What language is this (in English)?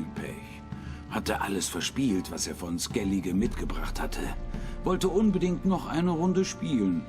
Swiss German